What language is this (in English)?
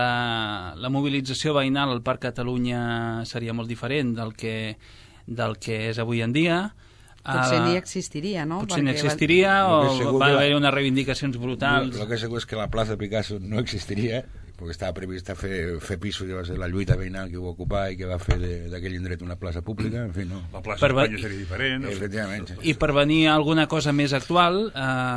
Catalan